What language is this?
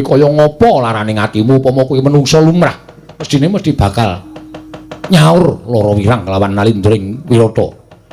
Javanese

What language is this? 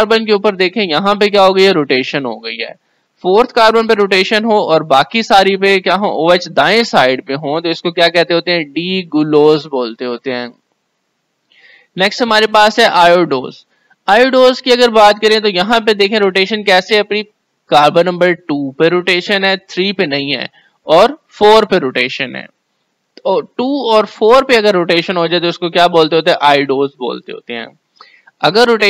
Hindi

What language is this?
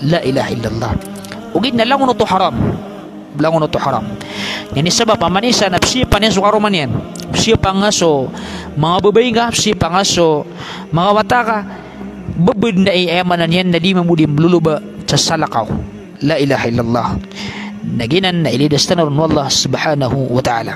Maranao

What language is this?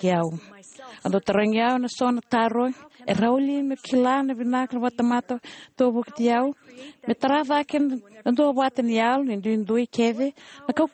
Fijian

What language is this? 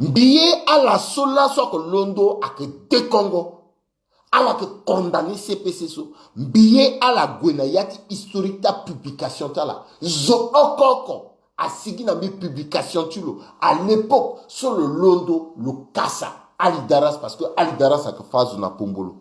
Sango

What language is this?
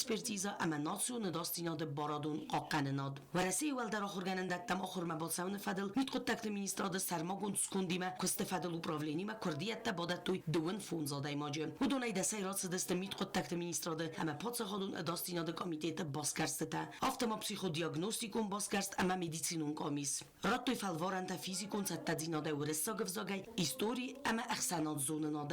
Ossetic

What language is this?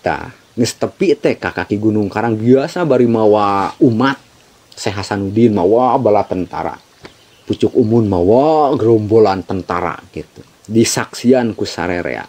Sundanese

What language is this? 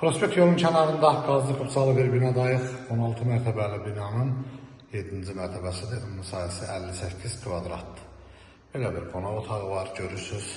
Azerbaijani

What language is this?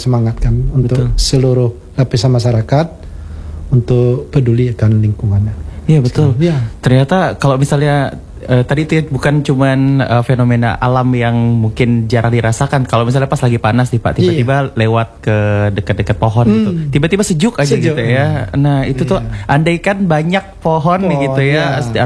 Indonesian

